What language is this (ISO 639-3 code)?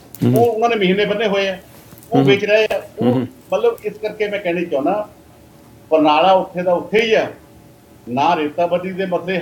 pan